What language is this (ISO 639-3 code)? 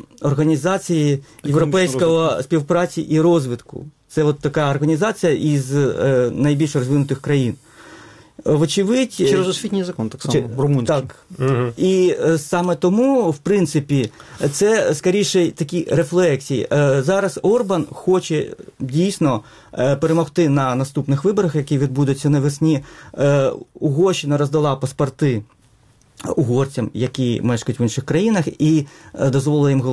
ukr